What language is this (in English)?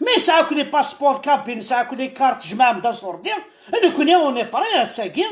Kabyle